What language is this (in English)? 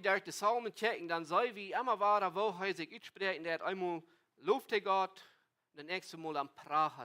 Plautdietsch